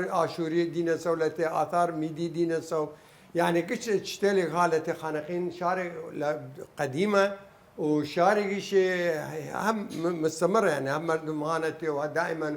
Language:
Southern Kurdish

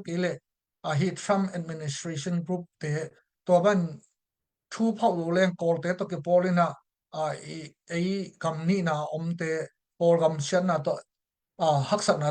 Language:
Tedim Chin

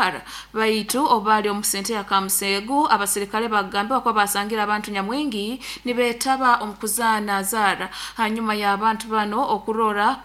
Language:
Nyoro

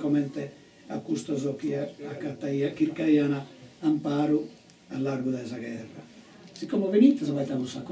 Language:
Sardinian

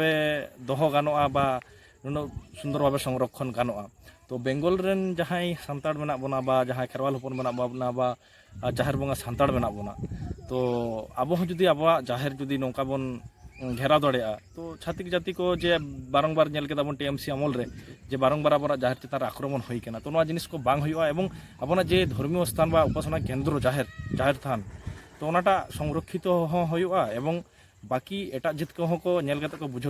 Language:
Santali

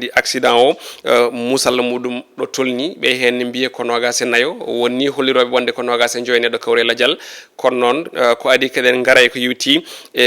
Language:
Fula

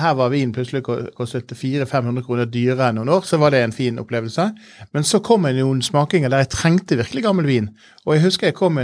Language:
Norwegian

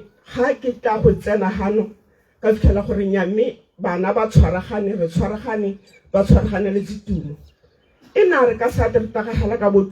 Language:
Tswana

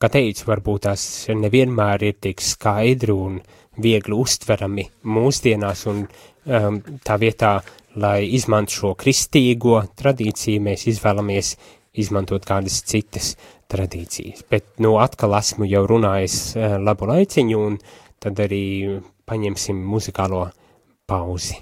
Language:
Latvian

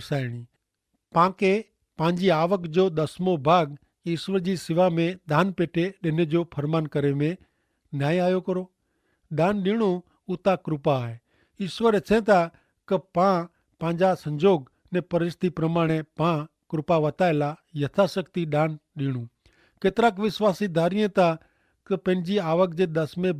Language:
Kachhi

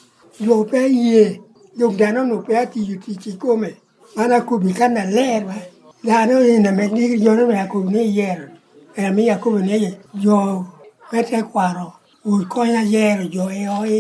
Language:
Lango (Uganda)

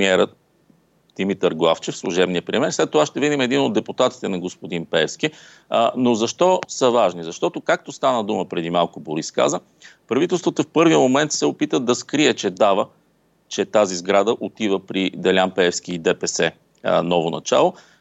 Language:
Bulgarian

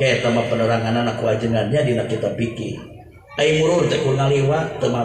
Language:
Sundanese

